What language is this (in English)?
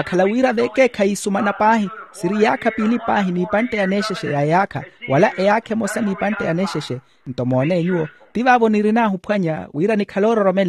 Makhuwa